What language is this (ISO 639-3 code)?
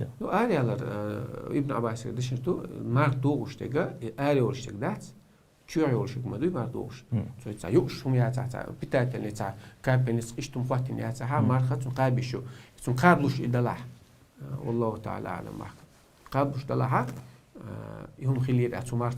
che